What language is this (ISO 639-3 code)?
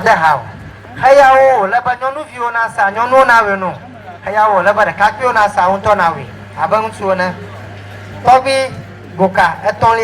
ewe